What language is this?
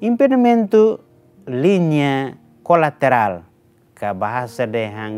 Tetum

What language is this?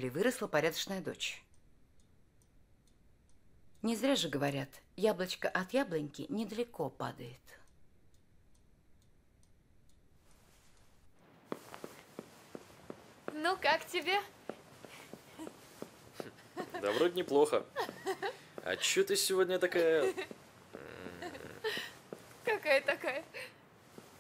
Russian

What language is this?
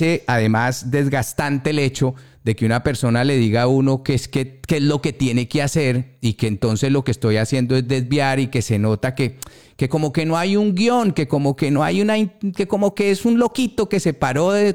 Spanish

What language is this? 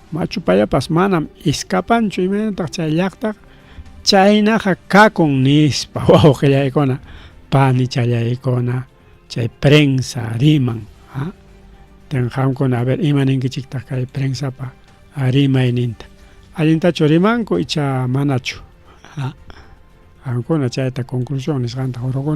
Ayacucho Quechua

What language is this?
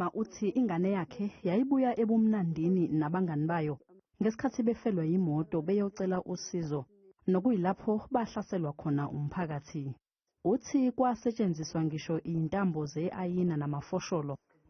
Zulu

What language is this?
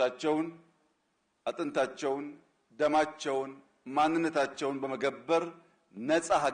Amharic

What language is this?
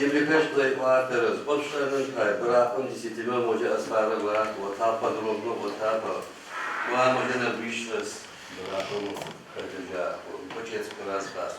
Adyghe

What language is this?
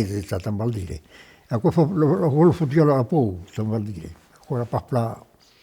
Occitan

